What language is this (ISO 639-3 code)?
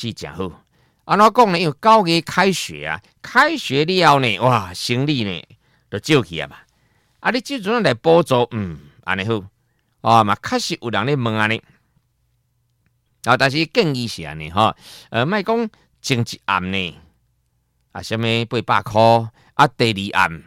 nan